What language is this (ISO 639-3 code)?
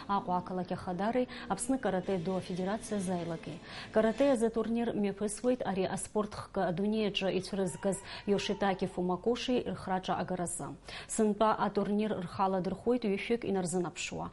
abk